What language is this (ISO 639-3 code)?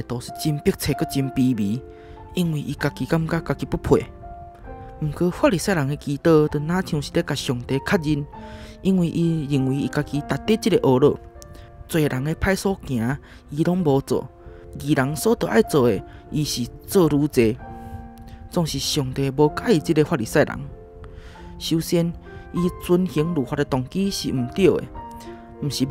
nan